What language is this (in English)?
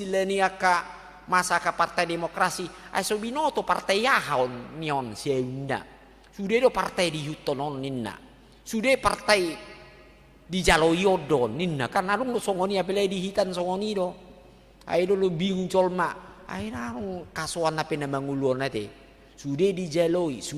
Batak Toba